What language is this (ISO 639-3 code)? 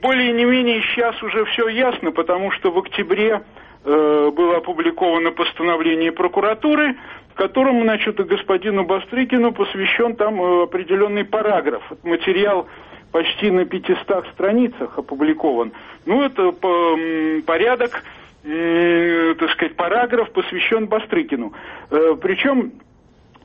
rus